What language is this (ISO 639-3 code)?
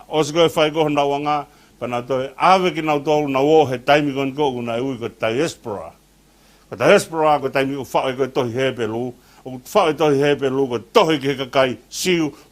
ton